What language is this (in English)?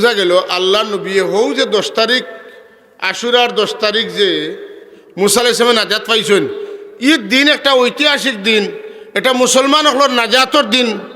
Sylheti